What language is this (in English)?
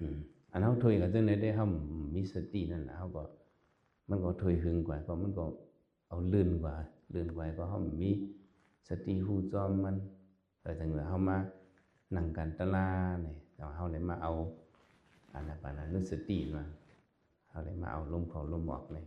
Shan